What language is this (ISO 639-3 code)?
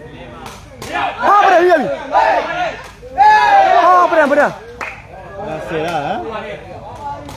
mya